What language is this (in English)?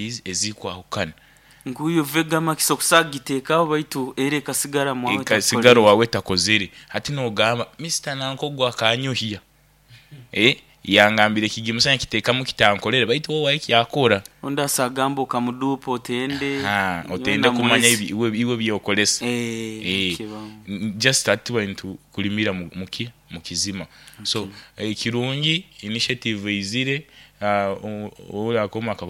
Nyoro